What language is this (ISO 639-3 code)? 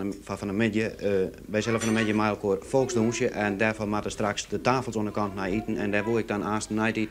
fry